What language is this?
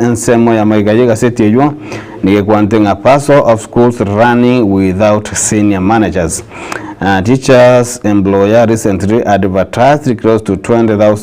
Gusii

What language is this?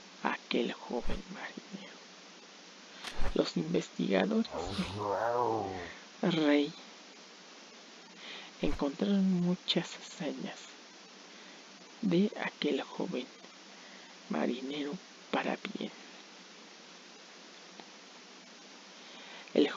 Spanish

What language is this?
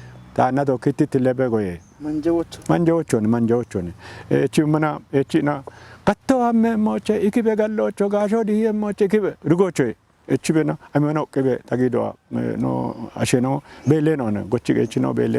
Kafa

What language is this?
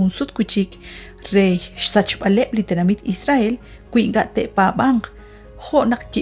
Kekchí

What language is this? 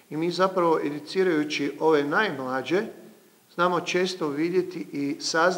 Croatian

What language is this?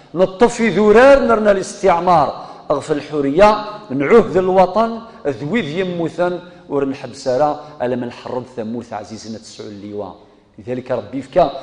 Kabyle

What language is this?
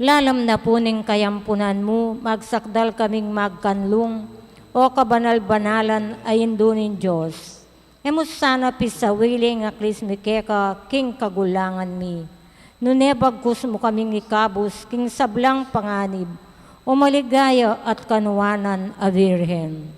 Pampanga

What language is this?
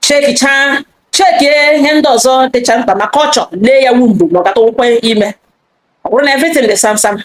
Igbo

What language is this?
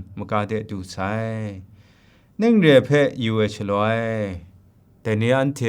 Kachin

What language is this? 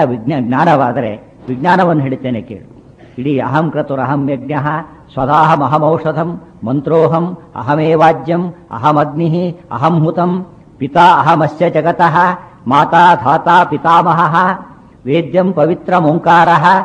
Kannada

